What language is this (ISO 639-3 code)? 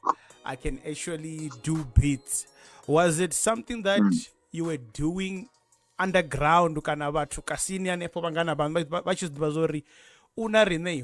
ven